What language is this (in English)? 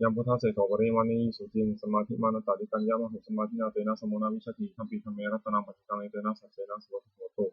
Pali